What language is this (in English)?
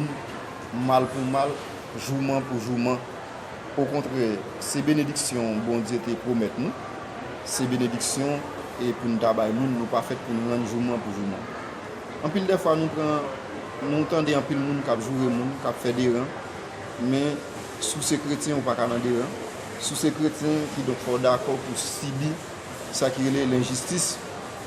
Haitian Creole